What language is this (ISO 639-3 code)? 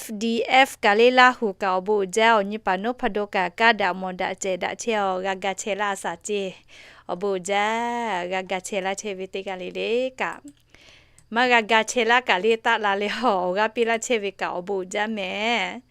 lhu